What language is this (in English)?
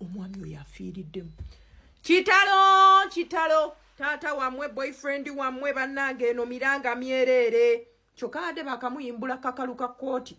Ganda